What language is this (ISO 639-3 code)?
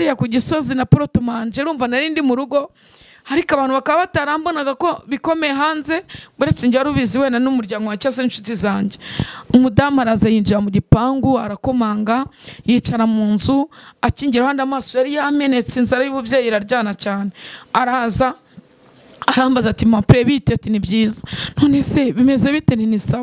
kin